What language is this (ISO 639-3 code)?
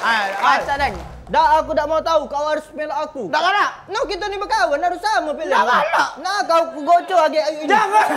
mui